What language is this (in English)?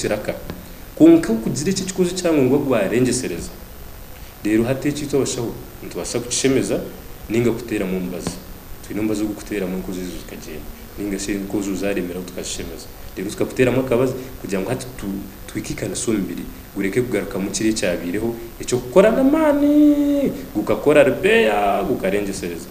Nyankole